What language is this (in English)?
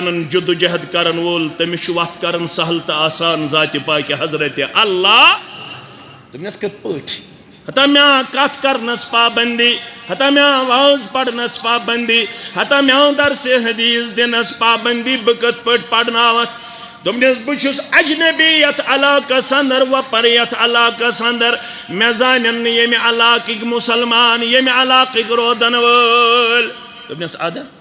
Kashmiri